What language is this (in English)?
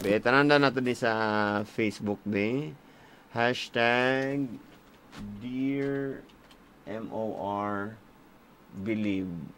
Cebuano